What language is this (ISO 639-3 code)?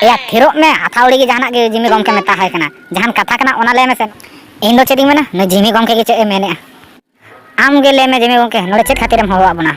sat